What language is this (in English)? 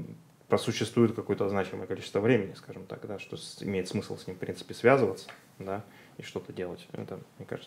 Russian